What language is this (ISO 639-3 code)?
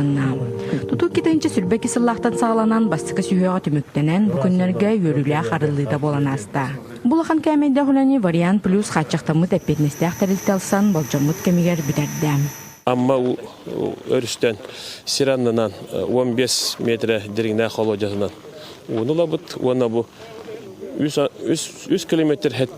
sah